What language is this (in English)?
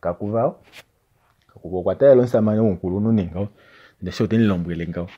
Kuanyama